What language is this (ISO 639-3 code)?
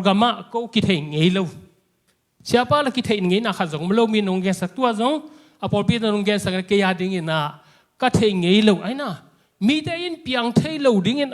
ctd